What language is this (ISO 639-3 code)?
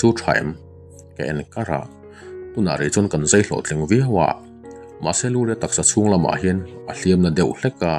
lus